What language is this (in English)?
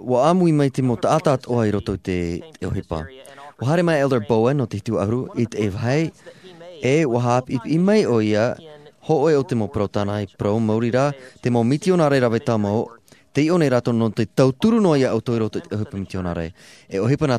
Tahitian